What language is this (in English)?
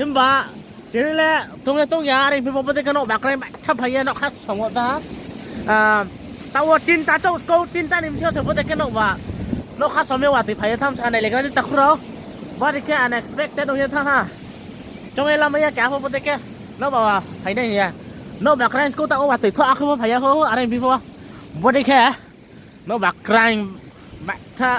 Riang (India)